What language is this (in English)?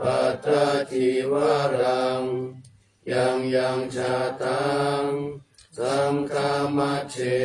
Pali